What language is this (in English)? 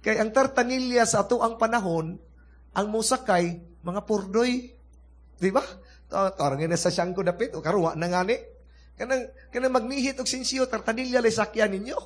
Cebuano